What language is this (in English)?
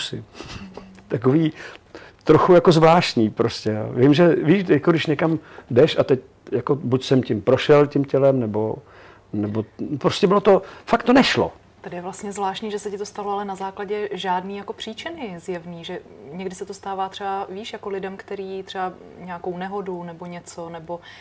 Czech